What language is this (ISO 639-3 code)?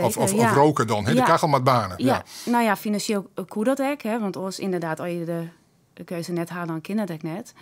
fry